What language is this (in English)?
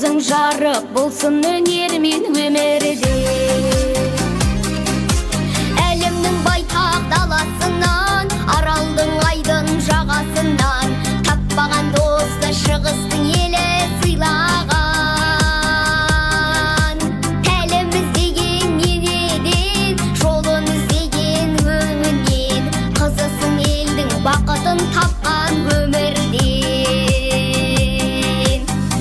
Kazakh